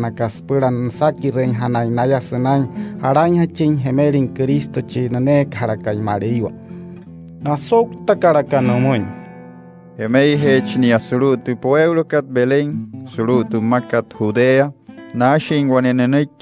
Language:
Wayuu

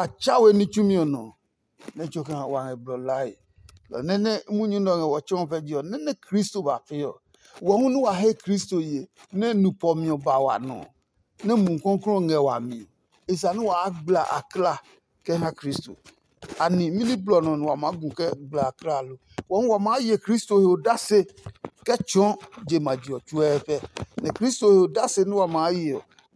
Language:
Adangme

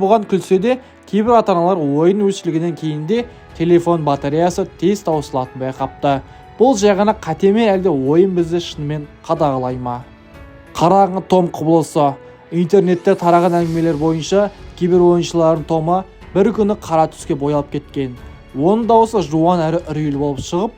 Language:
Kazakh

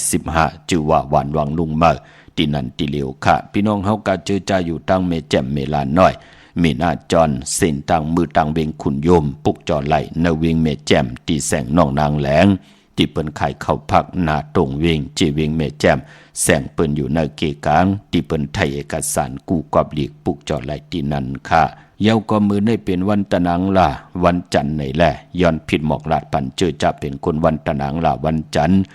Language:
Shan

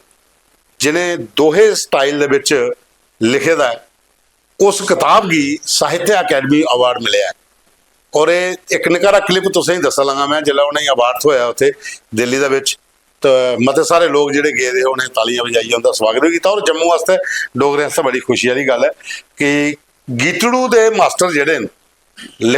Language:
Dogri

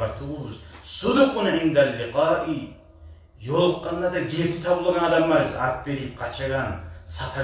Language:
Kumyk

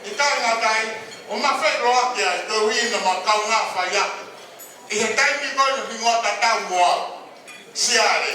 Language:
Tongan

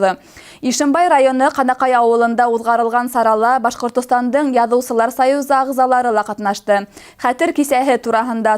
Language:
Bashkir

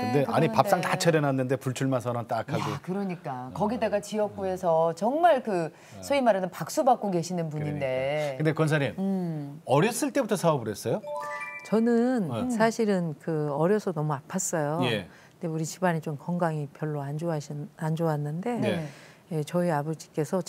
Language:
Korean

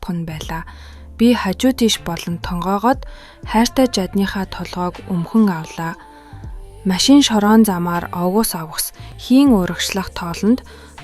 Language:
Mongolian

